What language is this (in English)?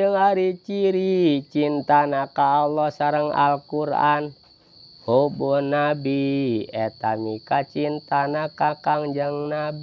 Sundanese